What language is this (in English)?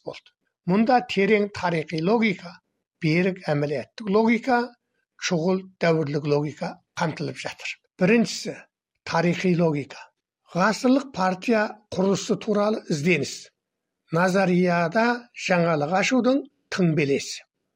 Kazakh